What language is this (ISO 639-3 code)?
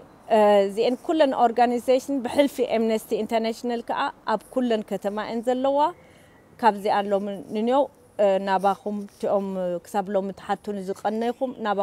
tir